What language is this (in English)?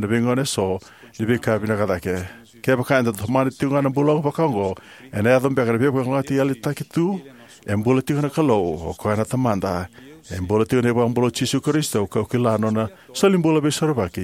Fijian